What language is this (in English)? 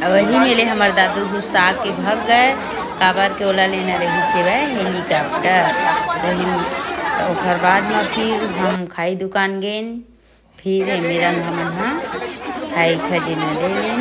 Chhattisgarhi